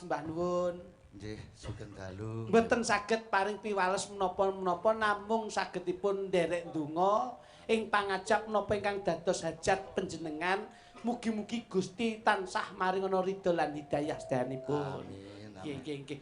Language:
Javanese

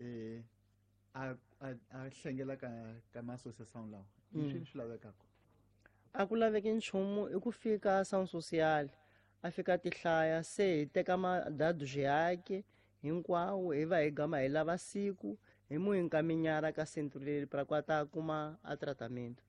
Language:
Tsonga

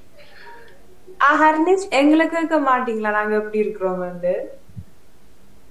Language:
Tamil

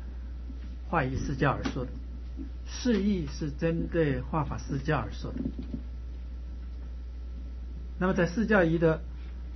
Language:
Chinese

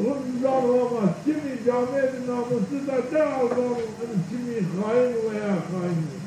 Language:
Zaza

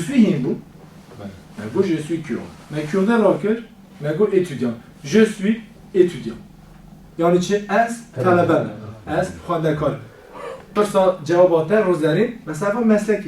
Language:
Kurdish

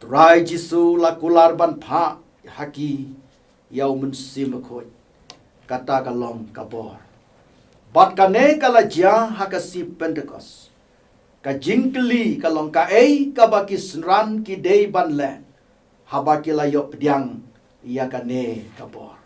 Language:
Khasi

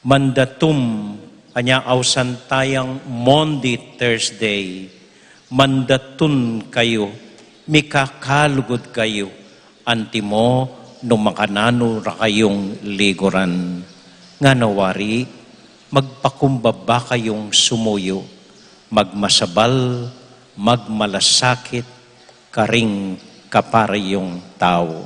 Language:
Pampanga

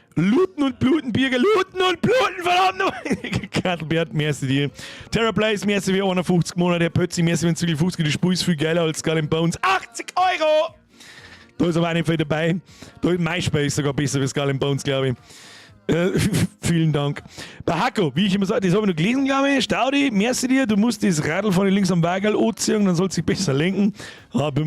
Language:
Bavarian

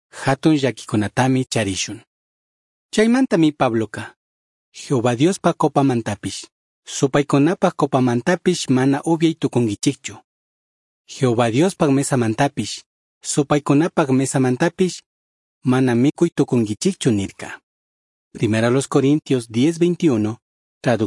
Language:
Chimborazo Highland Quichua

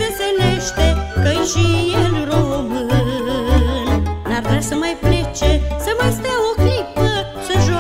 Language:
Romanian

